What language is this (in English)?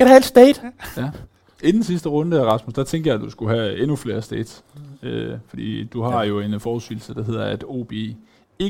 Danish